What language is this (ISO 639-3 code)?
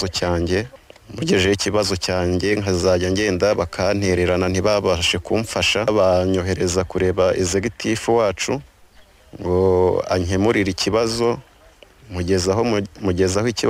kin